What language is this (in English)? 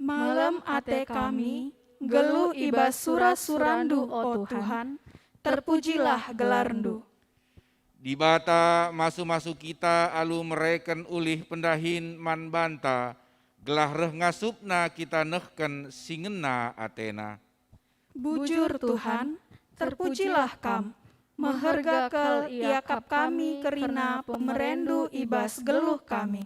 Batak Karo